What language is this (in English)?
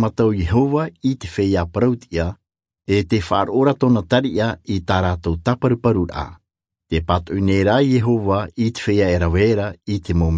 Tahitian